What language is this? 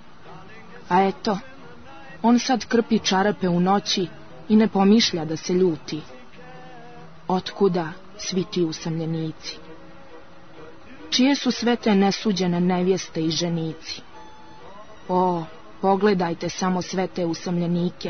Serbian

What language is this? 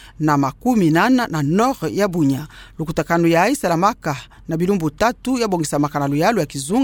Kituba (Democratic Republic of Congo)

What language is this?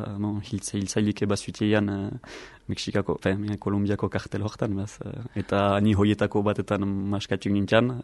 Basque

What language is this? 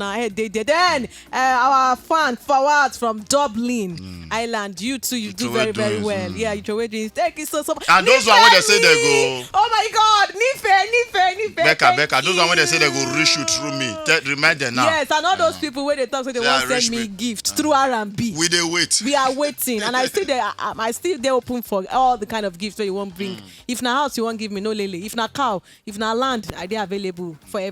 Nigerian Pidgin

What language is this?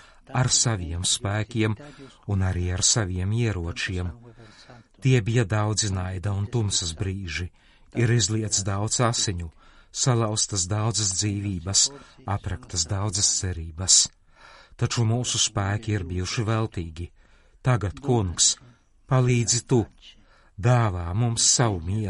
Latvian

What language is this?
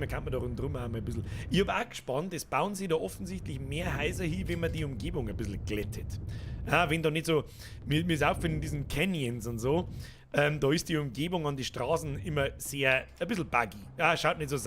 Bavarian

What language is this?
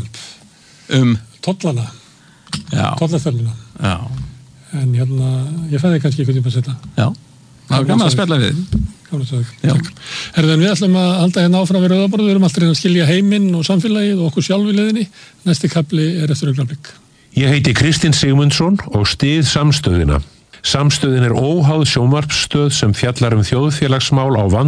Icelandic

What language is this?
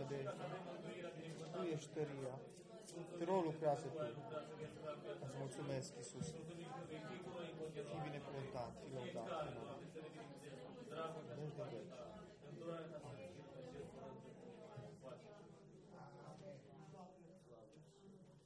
Romanian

